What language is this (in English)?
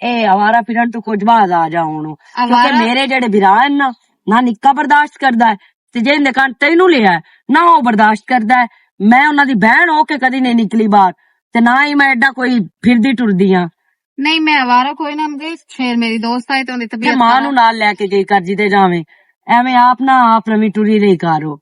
Western Panjabi